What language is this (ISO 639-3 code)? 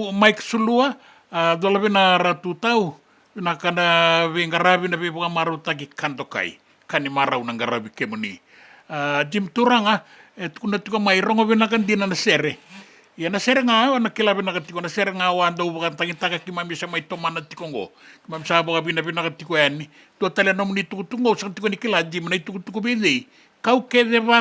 fij